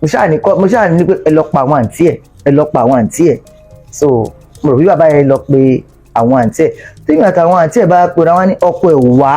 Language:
Yoruba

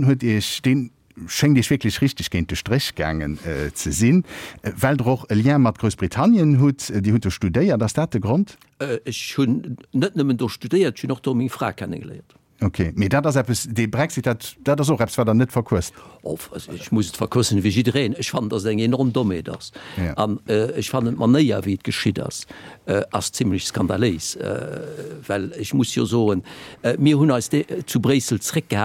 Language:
Luxembourgish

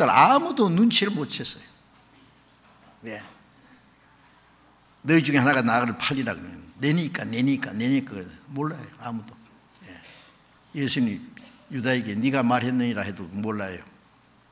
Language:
Korean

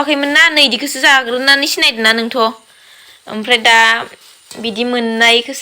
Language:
Bodo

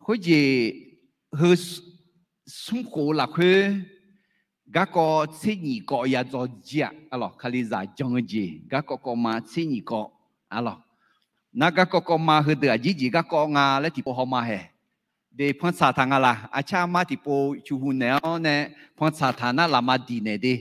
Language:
Akha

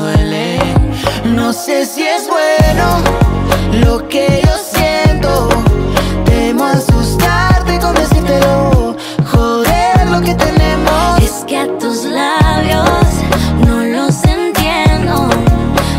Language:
Spanish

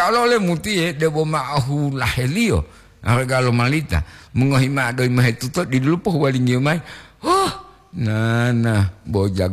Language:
Gorontalo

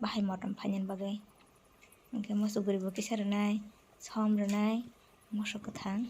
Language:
Kok Borok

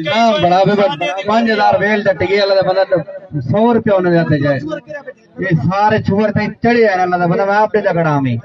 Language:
Saraiki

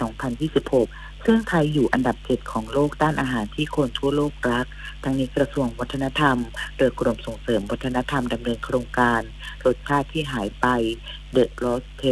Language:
Thai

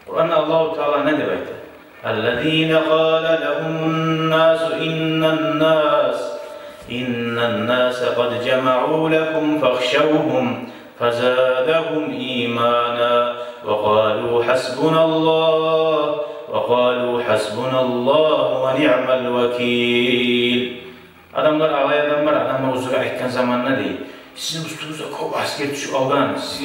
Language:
Kumyk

